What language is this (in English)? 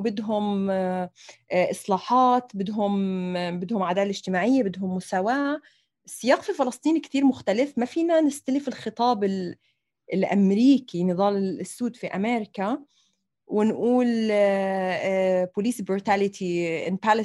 North Levantine Arabic